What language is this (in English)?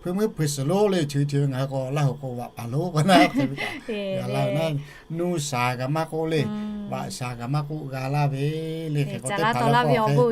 Lahu